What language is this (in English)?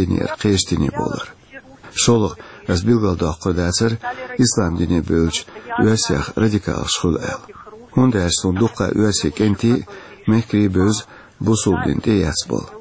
Chechen